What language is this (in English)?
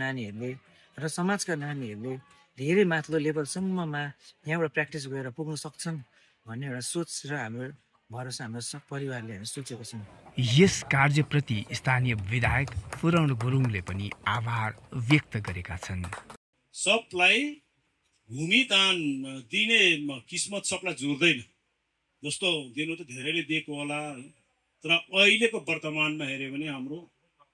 Nepali